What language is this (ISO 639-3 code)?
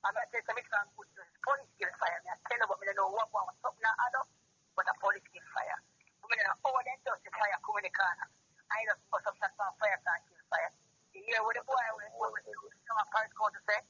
jam